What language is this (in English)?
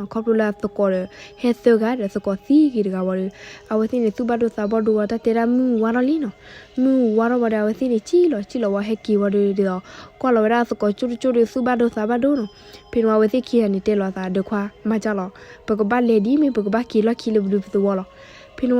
S'gaw Karen